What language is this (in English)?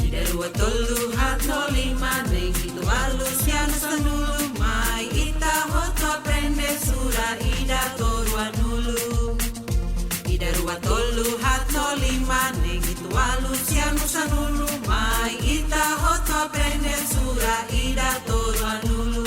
Tetum